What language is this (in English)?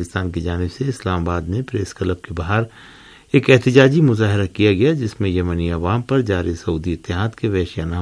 Urdu